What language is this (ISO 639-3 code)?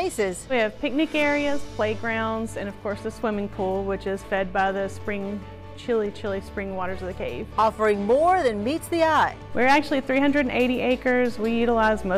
eng